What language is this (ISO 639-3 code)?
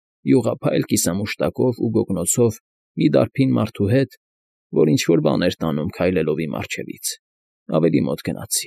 hye